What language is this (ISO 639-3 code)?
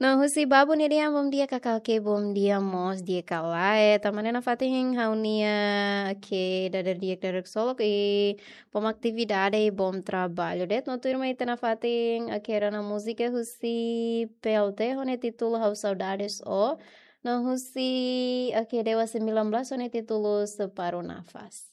tet